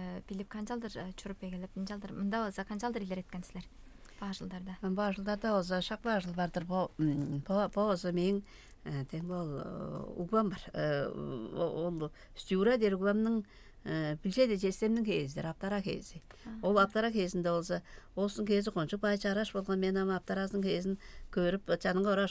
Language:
Tuvinian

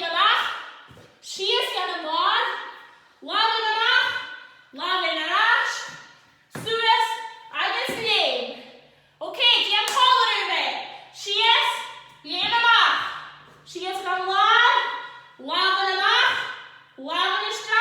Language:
Scottish Gaelic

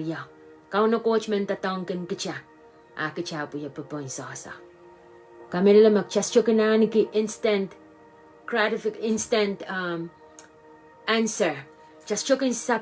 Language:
Pohnpeian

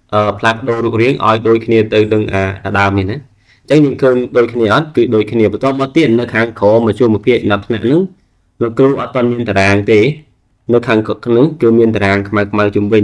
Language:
Khmer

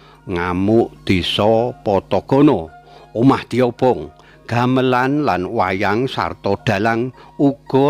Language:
Javanese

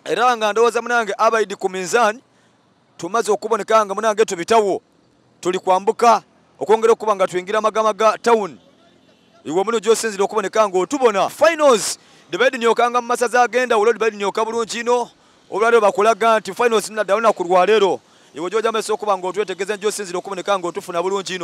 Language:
Soga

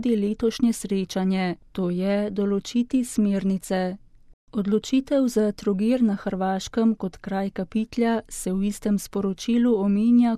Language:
Slovenian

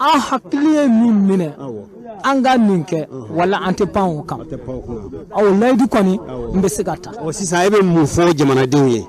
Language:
Bambara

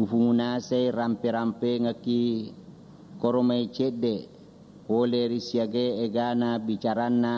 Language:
Buginese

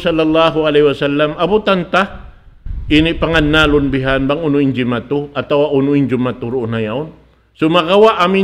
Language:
Tausug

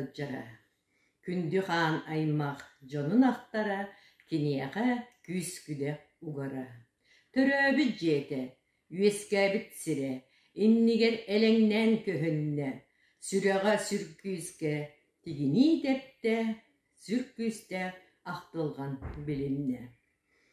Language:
Yakut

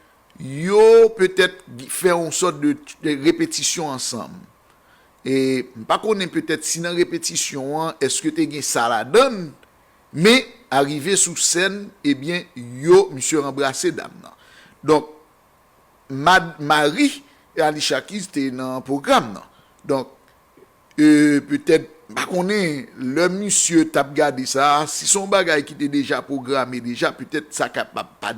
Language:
Haitian Creole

